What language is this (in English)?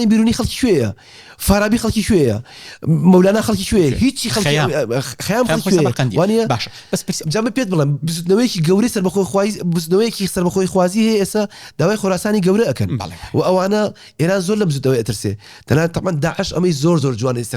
Central Kurdish